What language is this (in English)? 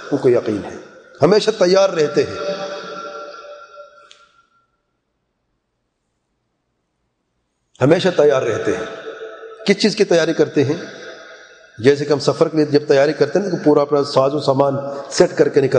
Urdu